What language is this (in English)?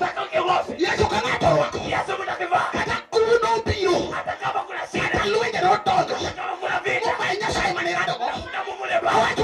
Luo (Kenya and Tanzania)